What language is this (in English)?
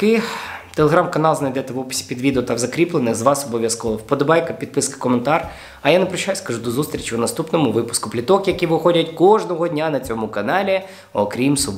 Ukrainian